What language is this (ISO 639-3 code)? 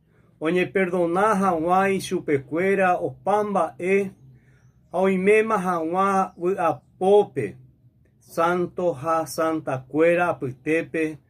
grn